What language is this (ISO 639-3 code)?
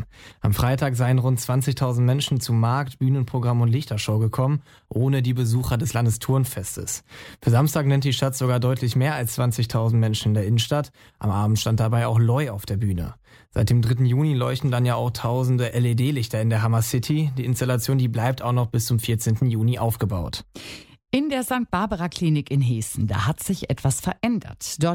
deu